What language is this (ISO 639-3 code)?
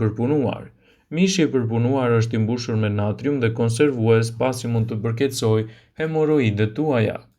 sqi